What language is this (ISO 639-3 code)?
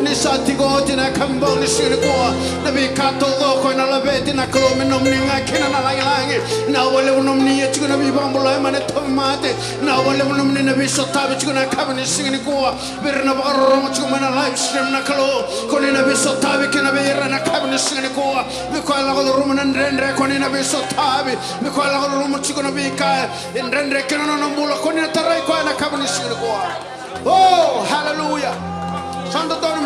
fij